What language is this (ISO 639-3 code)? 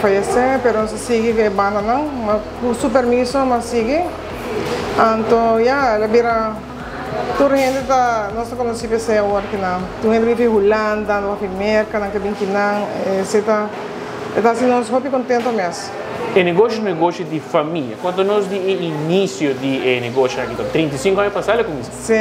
pap